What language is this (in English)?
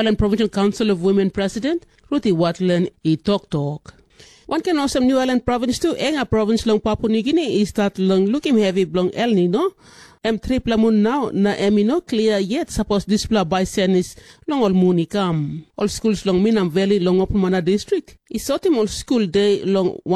Tok Pisin